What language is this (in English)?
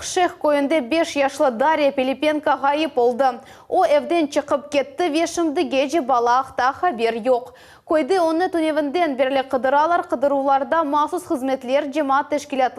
Crimean Tatar